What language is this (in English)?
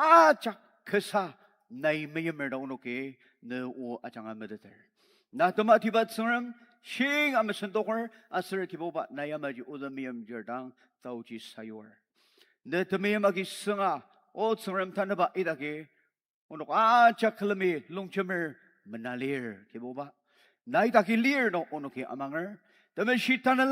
Ao Naga